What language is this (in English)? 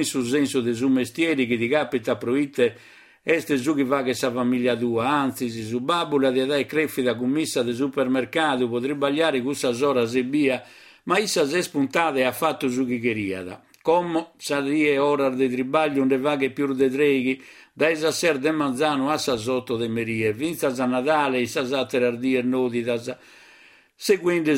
Sardinian